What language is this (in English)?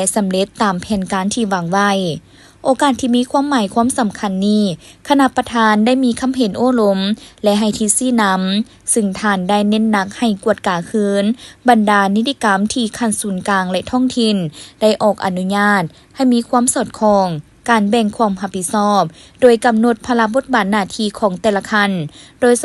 Lao